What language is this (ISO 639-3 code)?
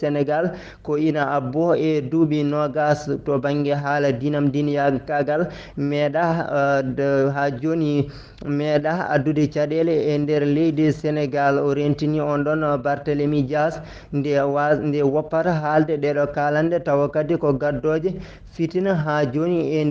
ful